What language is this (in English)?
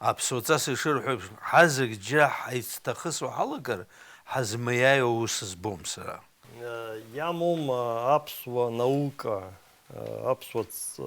Abkhazian